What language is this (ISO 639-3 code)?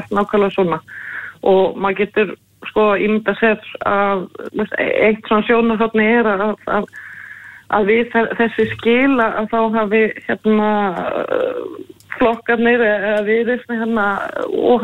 isl